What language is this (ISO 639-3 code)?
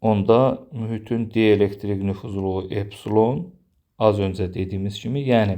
aze